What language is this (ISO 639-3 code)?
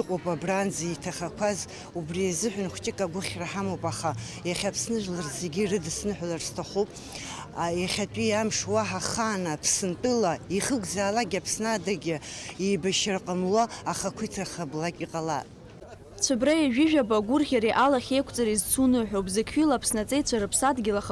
abk